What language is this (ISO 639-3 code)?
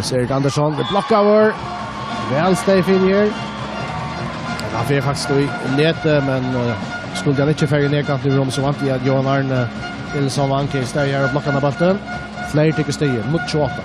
fao